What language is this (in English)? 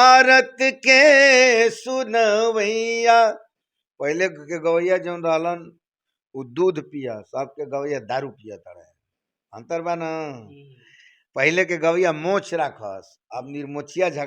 Bhojpuri